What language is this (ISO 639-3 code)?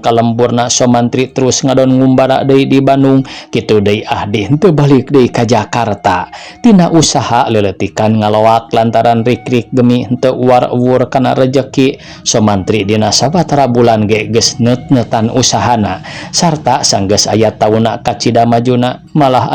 sun